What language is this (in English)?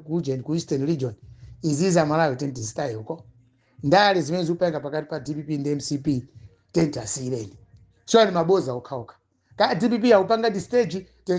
Nyanja